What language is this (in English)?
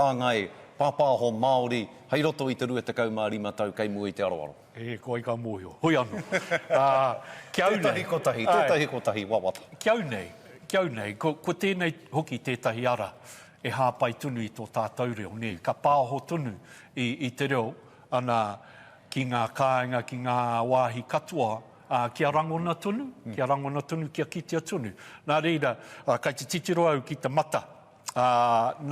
Māori